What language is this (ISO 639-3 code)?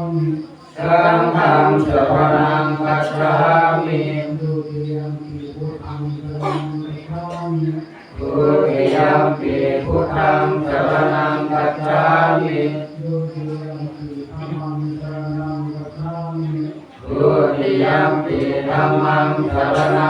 pli